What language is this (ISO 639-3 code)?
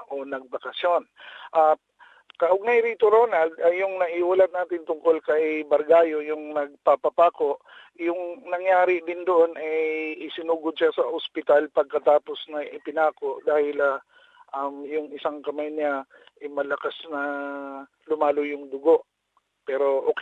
fil